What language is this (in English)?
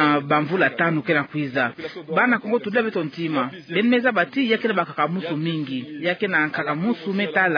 Kituba (Democratic Republic of Congo)